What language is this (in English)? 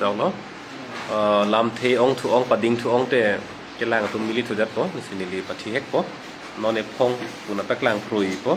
Karbi